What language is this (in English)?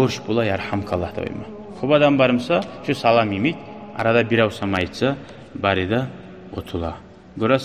Kumyk